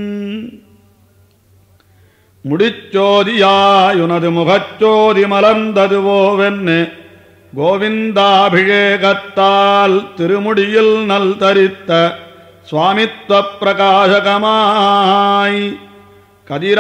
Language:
Tamil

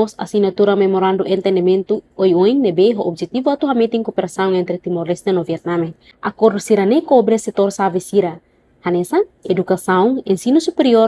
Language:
Tetum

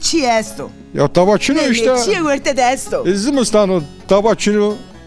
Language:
Zaza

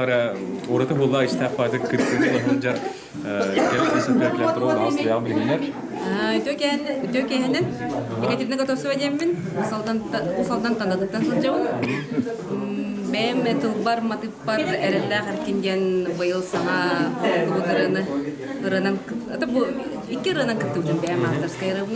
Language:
Yakut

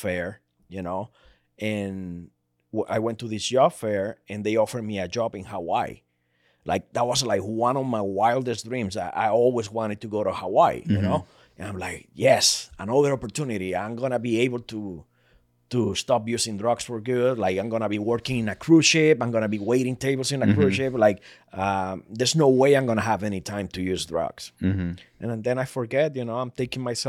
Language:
English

